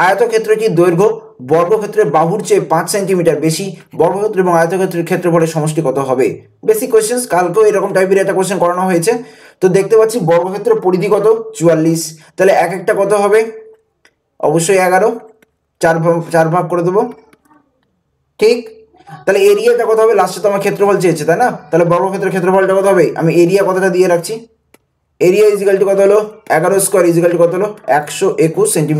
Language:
Bangla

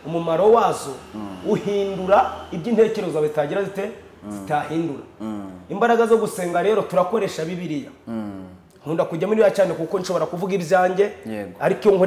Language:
Kinyarwanda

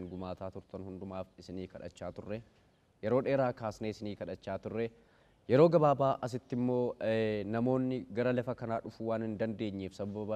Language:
Oromo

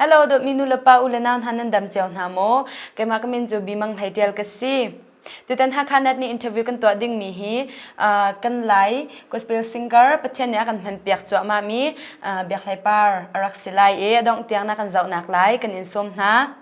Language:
Hakha Chin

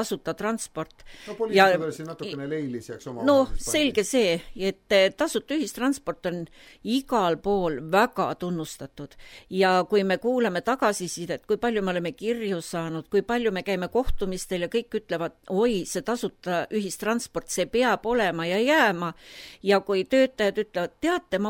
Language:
Estonian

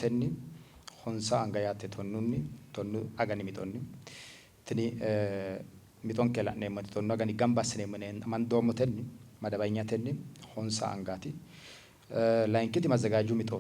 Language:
Sidamo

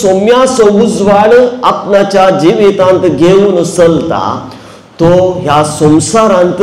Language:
Konkani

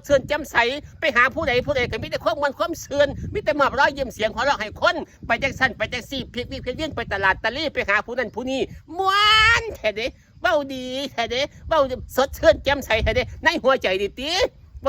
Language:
Northeastern Thai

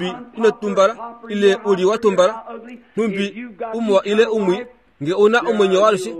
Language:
Kuanyama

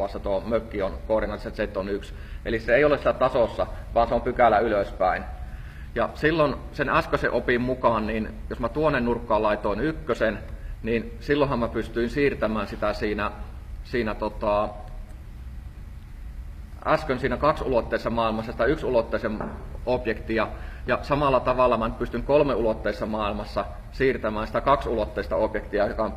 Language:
Finnish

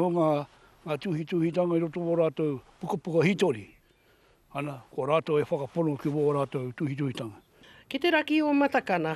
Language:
Māori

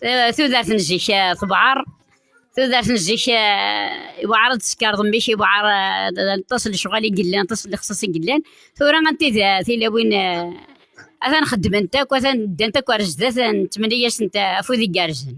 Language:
Kabyle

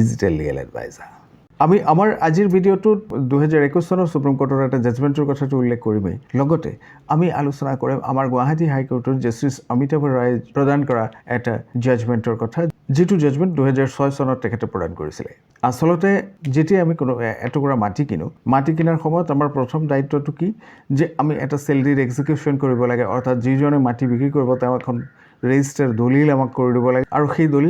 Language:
Assamese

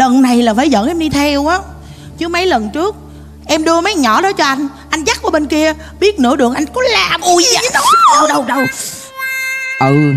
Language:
Vietnamese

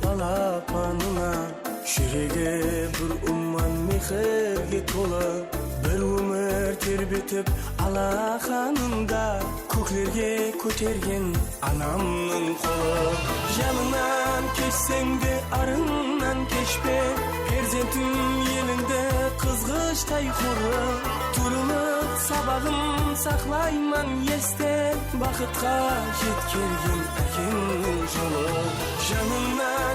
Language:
Kara-Kalpak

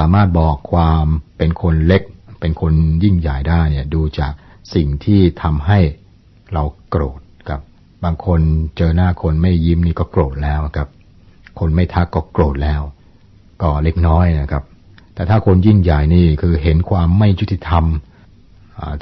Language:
Thai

